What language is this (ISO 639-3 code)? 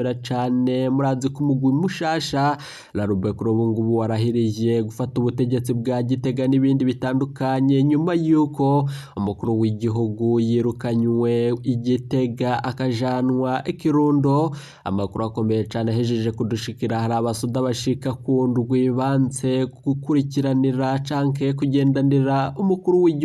run